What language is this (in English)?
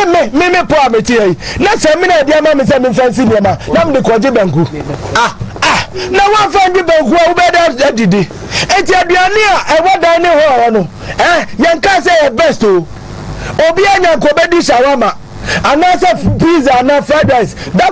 Akan